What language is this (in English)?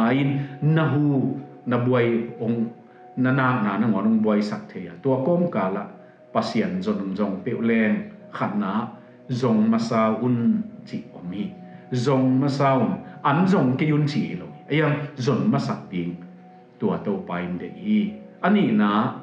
Tedim Chin